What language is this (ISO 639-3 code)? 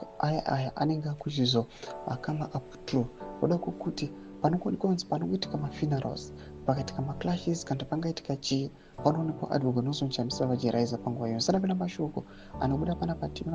sna